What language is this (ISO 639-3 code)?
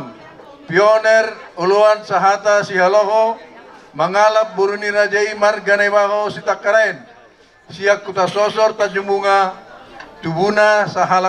bbc